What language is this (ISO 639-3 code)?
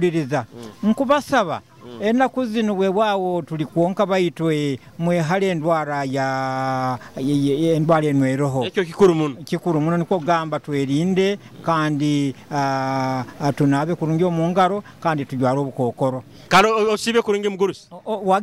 nyo